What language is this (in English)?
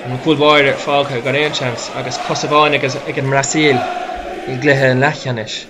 Irish